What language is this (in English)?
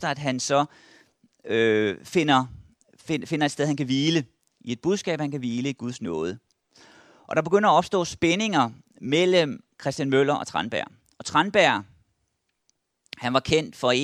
Danish